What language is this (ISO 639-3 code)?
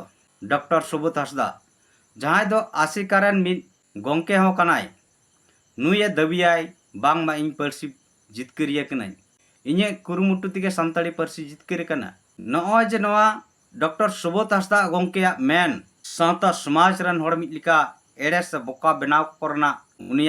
sat